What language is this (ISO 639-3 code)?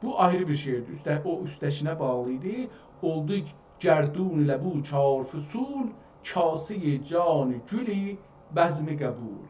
azb